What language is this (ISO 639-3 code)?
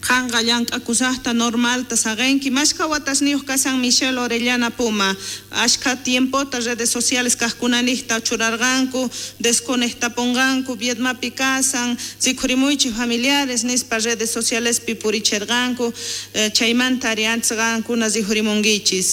quh